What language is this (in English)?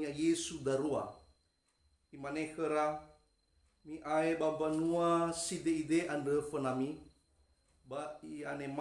Nias